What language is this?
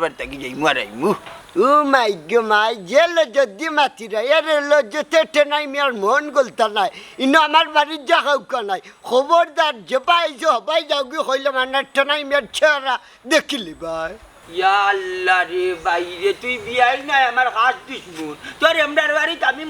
Sylheti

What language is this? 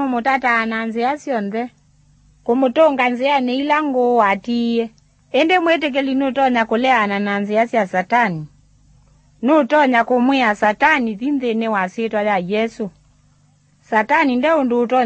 Kamba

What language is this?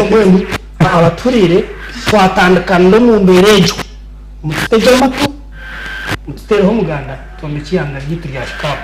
Nyankole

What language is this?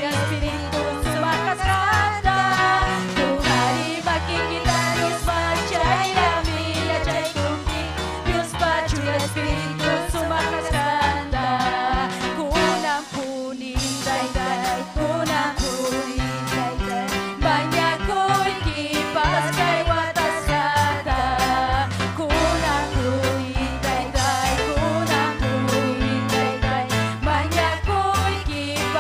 Ayacucho Quechua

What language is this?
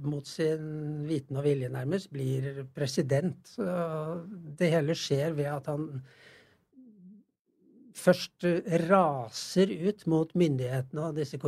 Norwegian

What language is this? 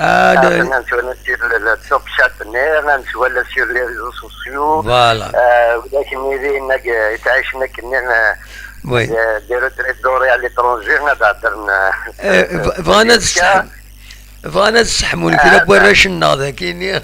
Kabyle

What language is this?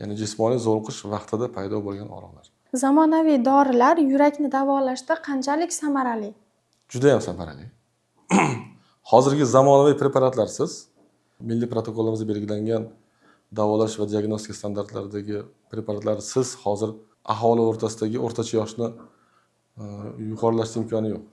Uzbek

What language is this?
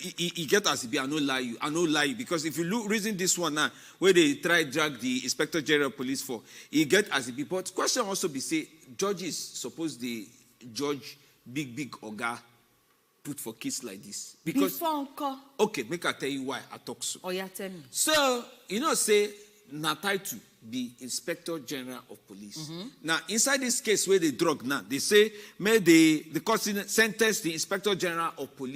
Nigerian Pidgin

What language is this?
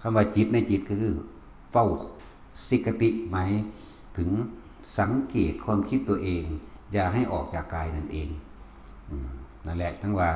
Northeastern Thai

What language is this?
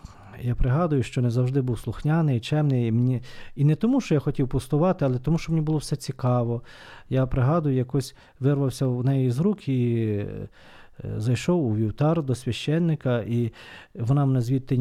Ukrainian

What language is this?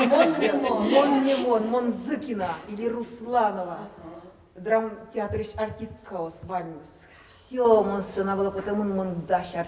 Udmurt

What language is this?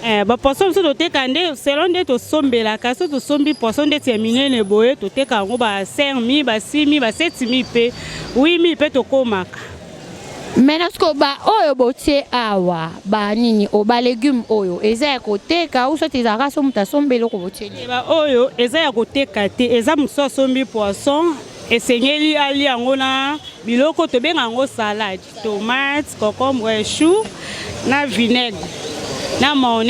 Lingala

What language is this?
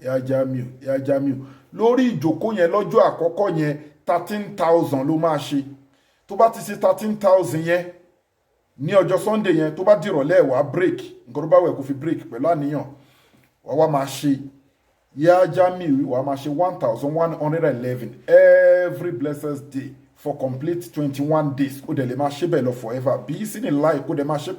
Yoruba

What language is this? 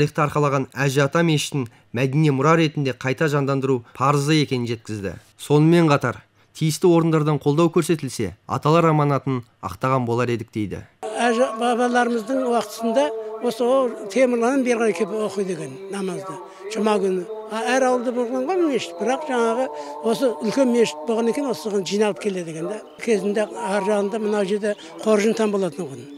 Kazakh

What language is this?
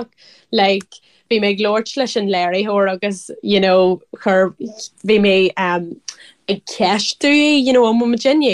Irish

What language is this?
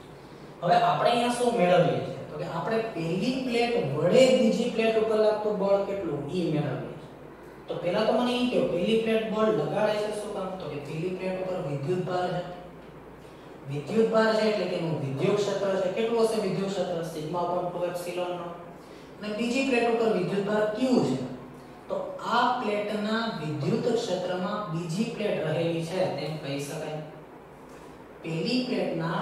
Gujarati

